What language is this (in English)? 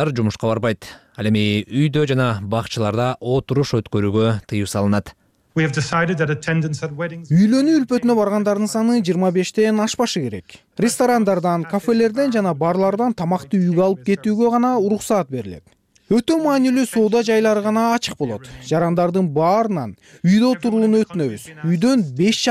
Kyrgyz